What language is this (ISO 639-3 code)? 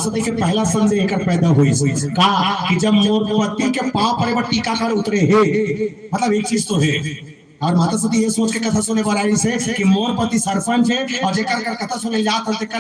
hne